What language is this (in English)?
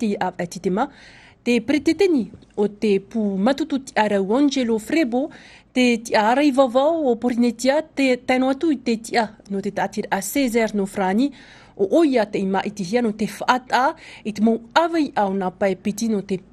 Tahitian